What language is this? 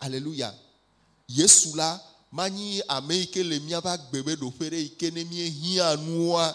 Ewe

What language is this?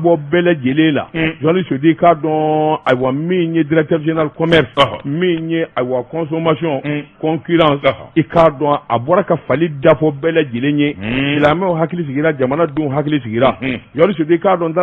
Bambara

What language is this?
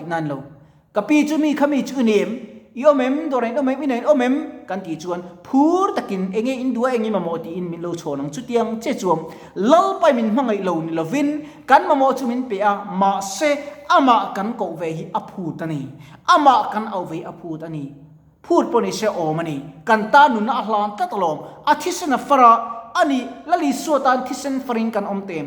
Mizo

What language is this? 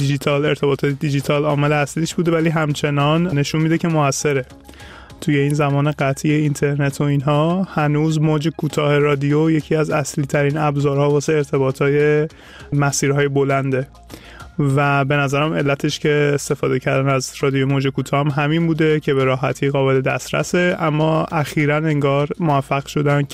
Persian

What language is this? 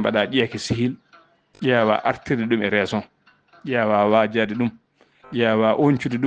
Fula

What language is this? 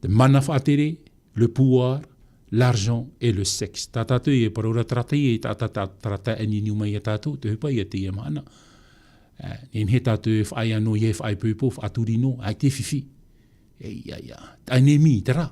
Tahitian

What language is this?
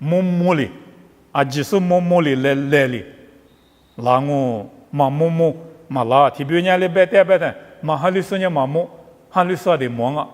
Lisu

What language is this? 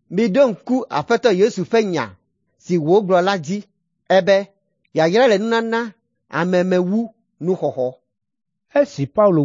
Ewe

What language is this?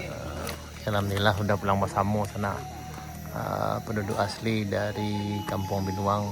Minangkabau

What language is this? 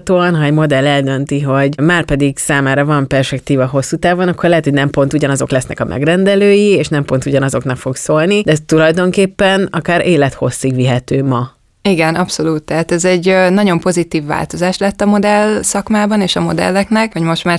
Hungarian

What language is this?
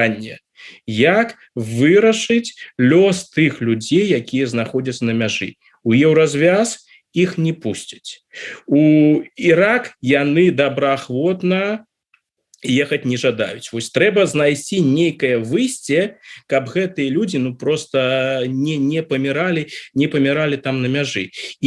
Belarusian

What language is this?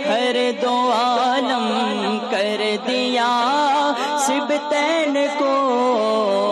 Urdu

